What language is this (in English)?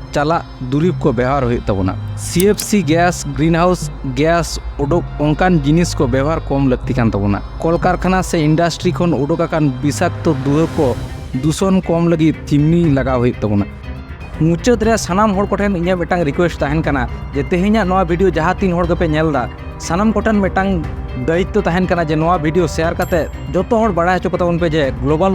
Santali